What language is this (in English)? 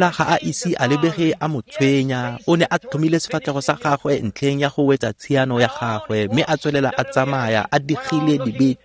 Tswana